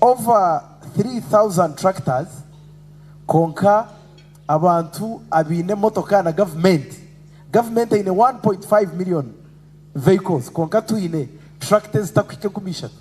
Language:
Nyankole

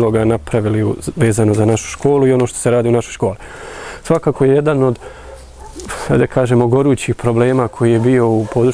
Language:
Bosnian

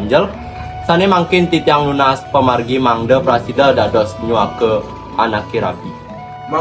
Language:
Balinese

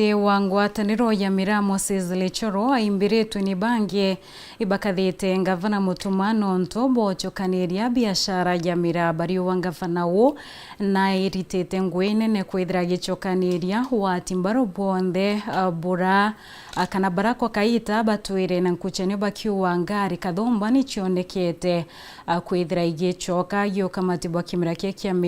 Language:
Meru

